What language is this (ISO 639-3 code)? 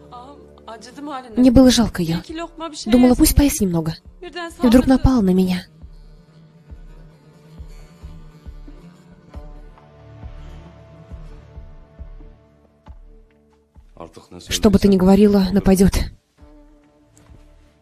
rus